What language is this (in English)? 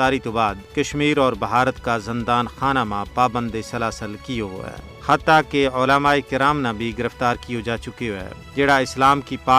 Gujari